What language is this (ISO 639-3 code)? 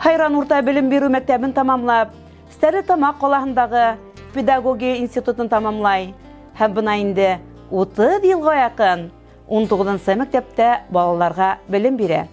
bak